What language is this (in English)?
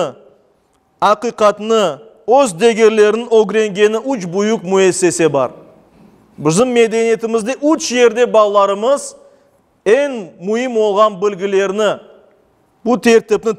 Crimean Tatar